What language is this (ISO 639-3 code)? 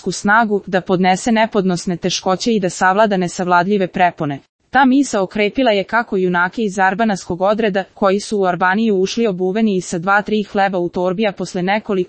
srp